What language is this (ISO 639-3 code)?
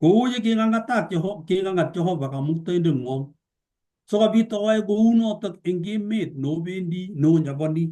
kln